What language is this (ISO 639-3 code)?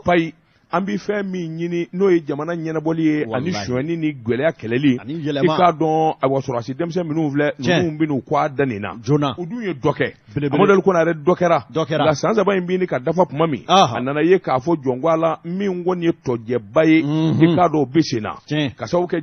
bam